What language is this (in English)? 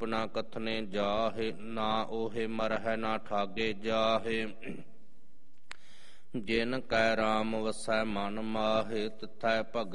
Punjabi